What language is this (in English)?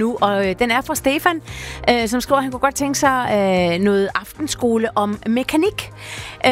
Danish